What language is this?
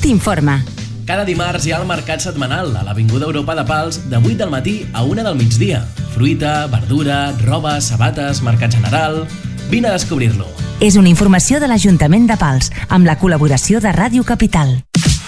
Catalan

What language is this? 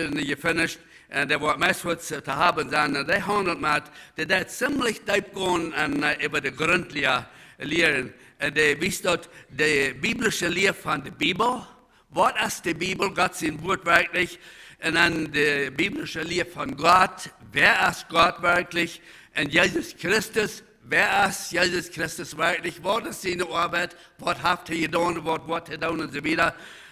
Plautdietsch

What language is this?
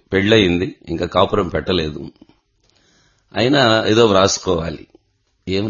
Telugu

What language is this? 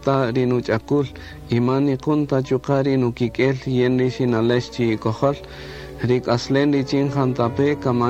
Kaqchikel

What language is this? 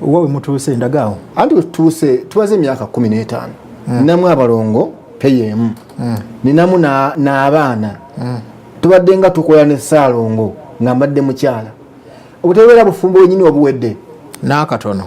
Ganda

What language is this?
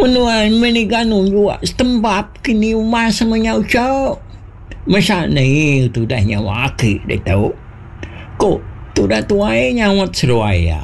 Iban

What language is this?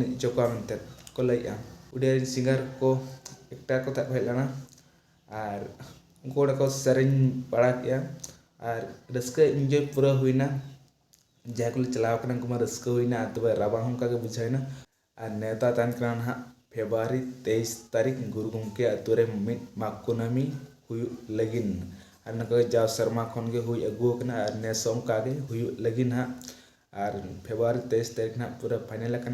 Santali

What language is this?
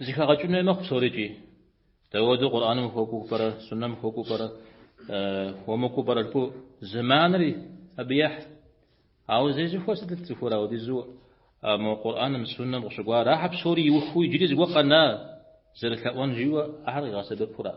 Kabardian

